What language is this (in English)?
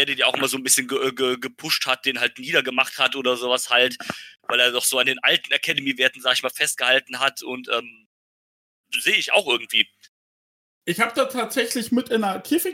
German